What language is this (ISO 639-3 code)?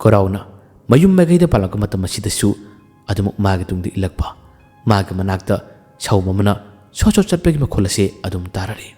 mni